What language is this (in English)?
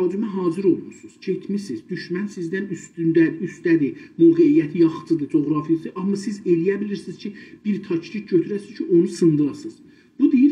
South Azerbaijani